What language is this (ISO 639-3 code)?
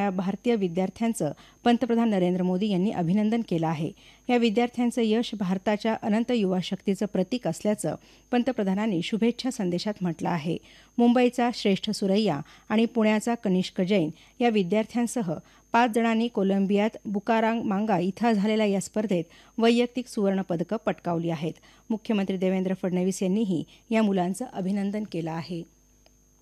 mar